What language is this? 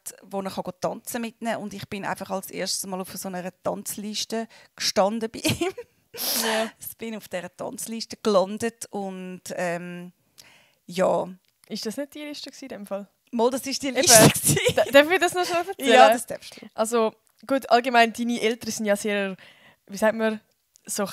Swiss German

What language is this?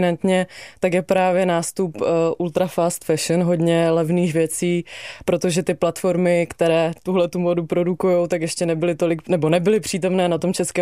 Czech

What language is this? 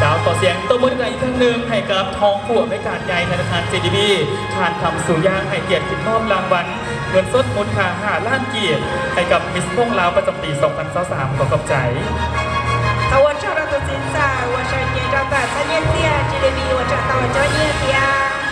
Lao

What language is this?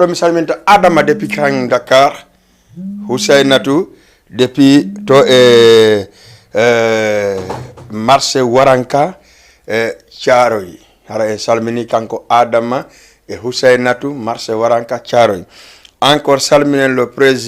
Fula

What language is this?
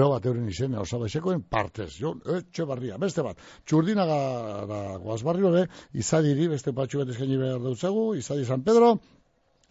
Basque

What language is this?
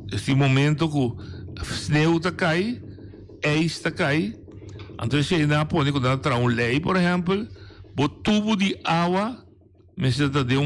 Papiamento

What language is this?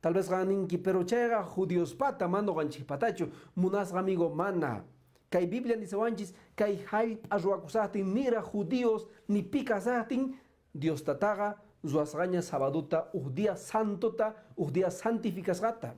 Quechua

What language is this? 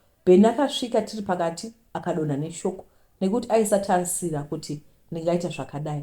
Shona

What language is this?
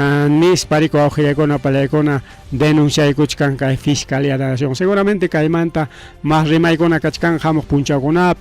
Ayacucho Quechua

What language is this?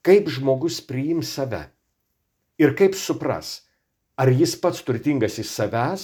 Lithuanian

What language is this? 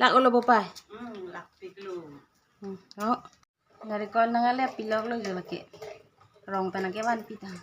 Karbi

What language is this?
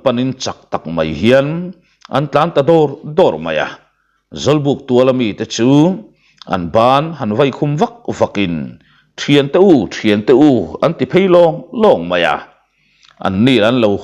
Mizo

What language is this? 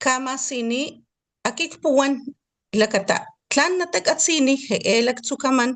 Papantla Totonac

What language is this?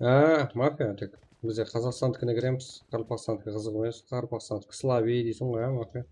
Kara-Kalpak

